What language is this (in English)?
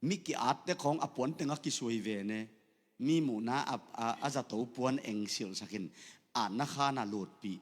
Tedim Chin